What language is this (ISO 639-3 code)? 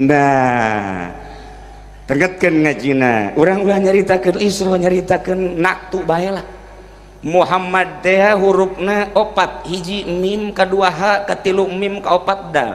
sun